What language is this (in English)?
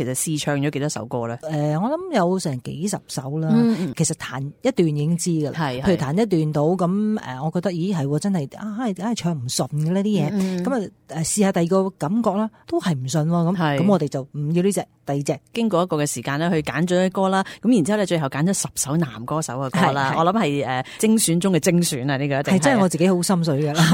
Cantonese